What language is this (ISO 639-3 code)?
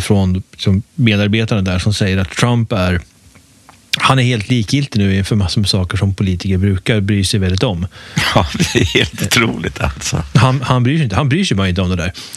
swe